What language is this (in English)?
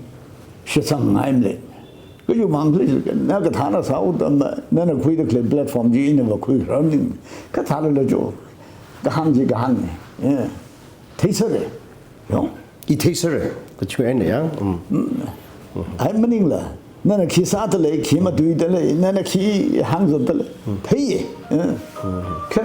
Tangkhul Naga (India)